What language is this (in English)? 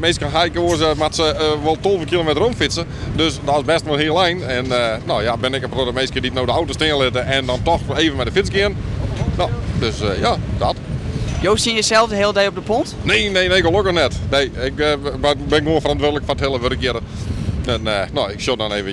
Western Frisian